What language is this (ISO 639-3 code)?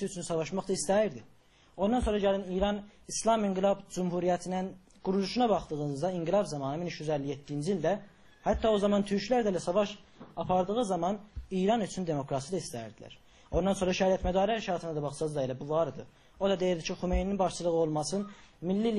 azb